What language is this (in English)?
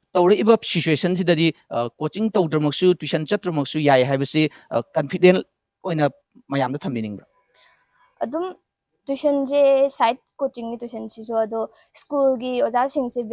Manipuri